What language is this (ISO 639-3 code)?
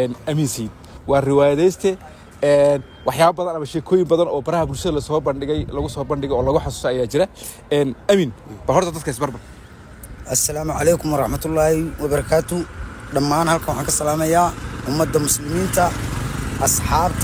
som